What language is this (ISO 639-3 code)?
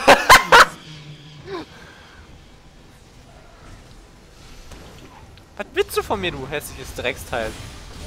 deu